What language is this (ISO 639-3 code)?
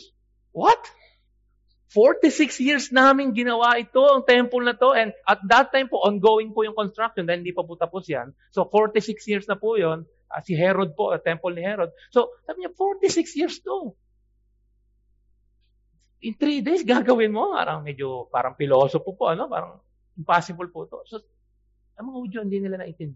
fil